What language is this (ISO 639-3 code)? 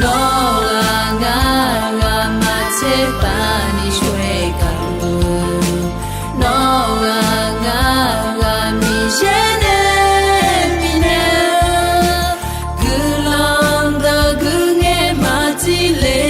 ahk